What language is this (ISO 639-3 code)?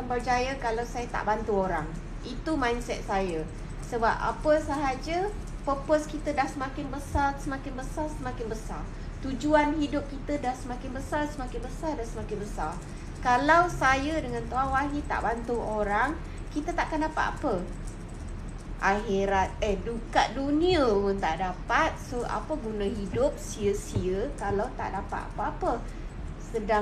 msa